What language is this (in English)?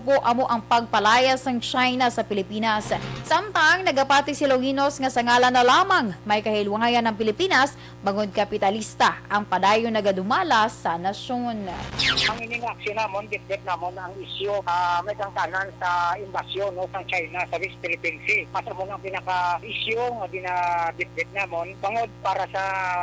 Hiligaynon